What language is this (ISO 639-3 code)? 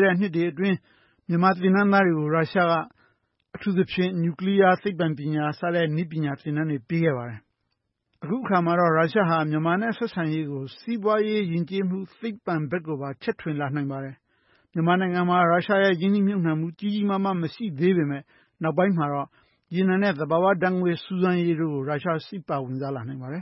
mya